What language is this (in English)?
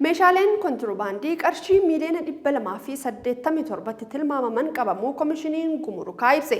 Oromo